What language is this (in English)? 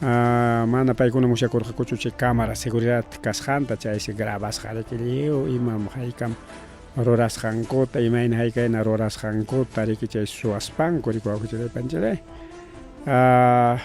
Ayacucho Quechua